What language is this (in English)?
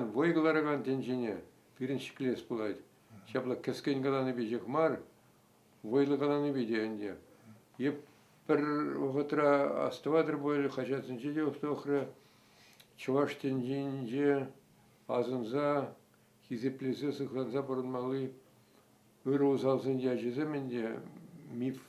Chuvash